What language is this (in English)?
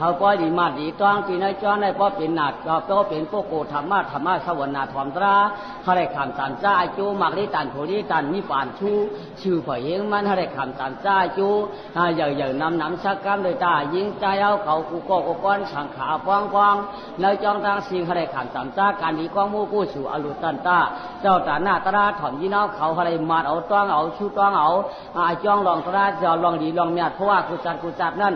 Shan